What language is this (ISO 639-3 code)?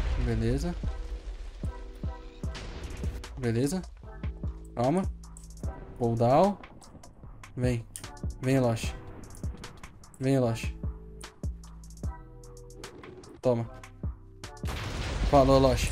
por